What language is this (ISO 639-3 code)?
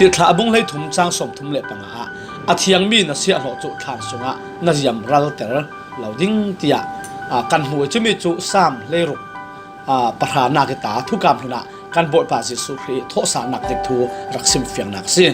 cfm